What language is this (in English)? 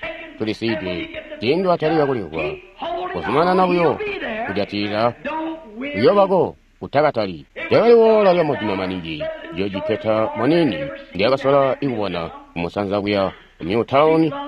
Tonga (Zambia)